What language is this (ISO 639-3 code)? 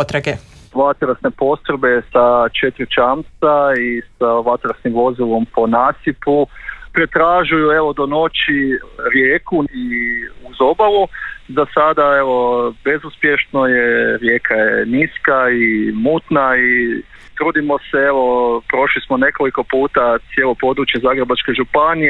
hrv